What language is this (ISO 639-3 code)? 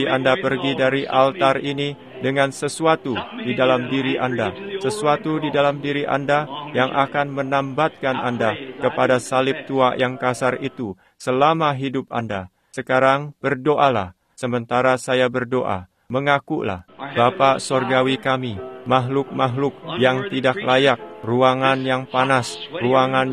ind